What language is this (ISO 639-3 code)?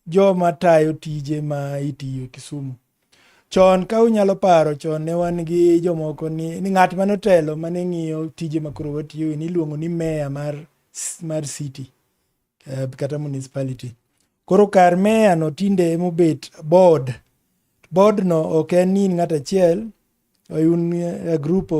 luo